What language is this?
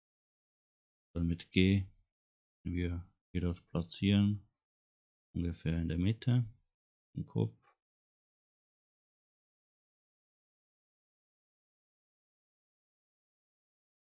German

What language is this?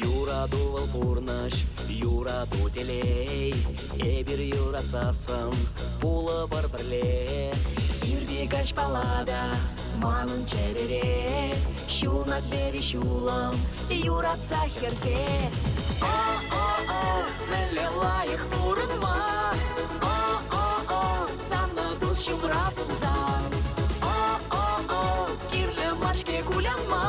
Chuvash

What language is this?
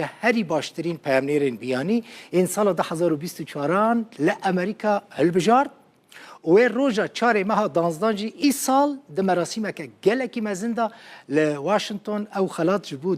Kurdish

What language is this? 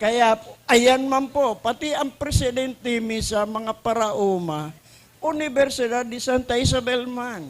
Bikol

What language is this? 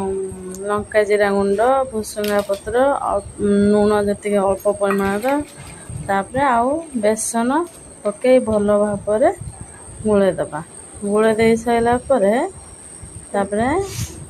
Odia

